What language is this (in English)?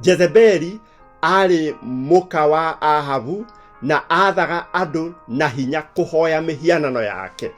Kikuyu